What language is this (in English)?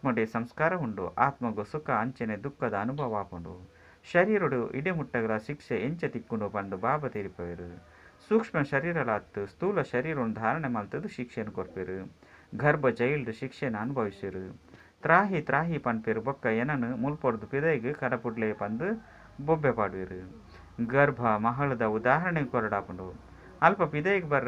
Tulu